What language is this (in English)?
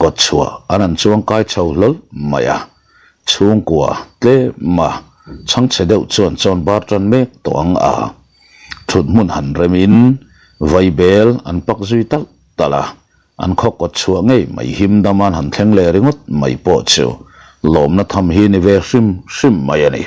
Mizo